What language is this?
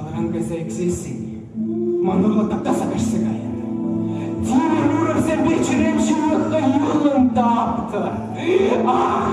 Chuvash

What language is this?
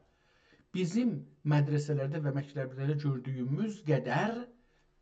South Azerbaijani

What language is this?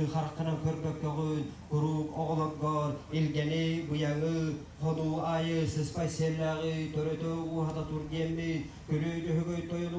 Yakut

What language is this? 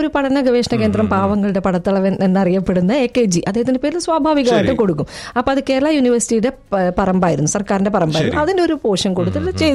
Malayalam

